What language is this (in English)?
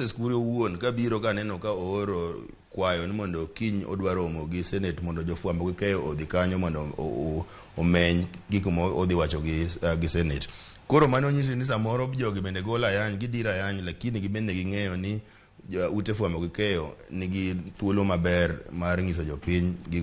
Luo (Kenya and Tanzania)